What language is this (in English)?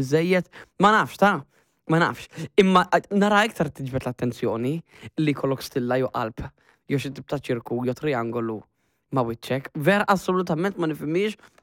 Maltese